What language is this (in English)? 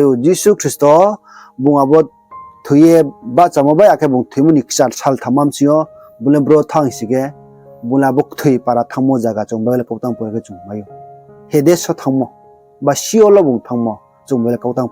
Riang (India)